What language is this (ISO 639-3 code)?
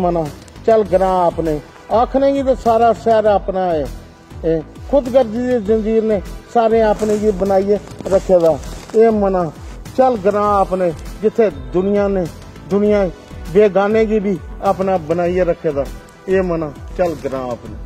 doi